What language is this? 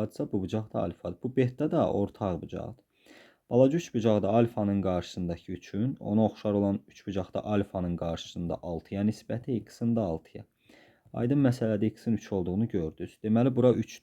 Azerbaijani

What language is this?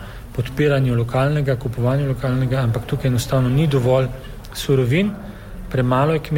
Slovenian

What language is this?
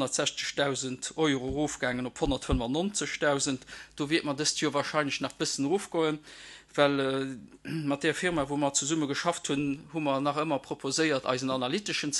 Luxembourgish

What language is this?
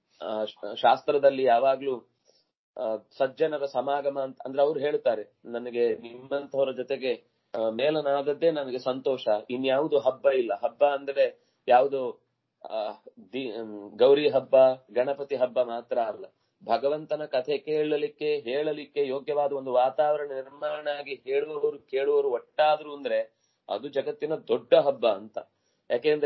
Kannada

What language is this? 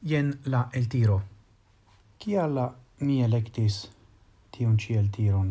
Esperanto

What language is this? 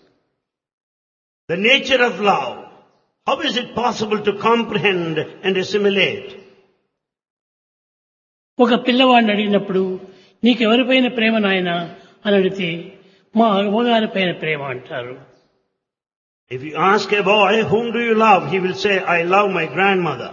Telugu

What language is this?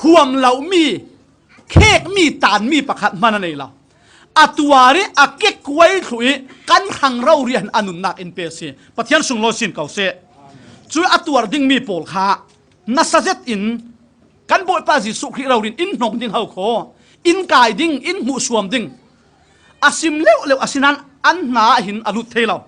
Falam Chin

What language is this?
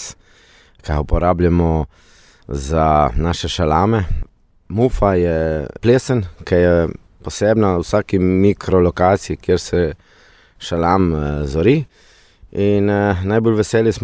Slovenian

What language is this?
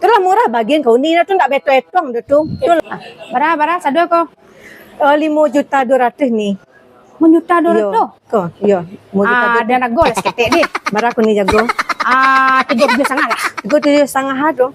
Minangkabau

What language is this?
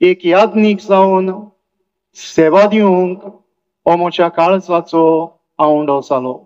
Konkani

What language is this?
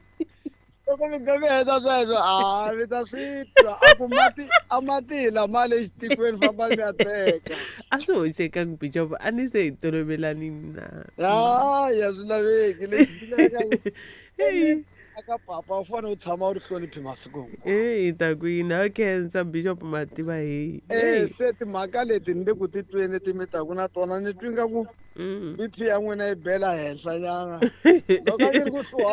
Tsonga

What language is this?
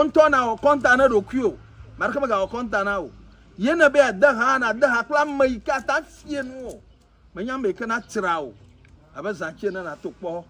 Ewe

